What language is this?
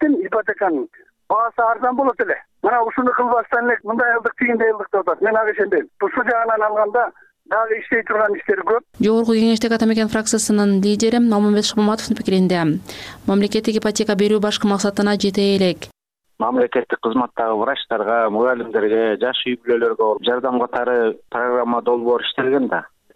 Kyrgyz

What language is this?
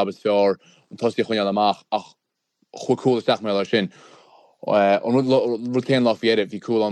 Irish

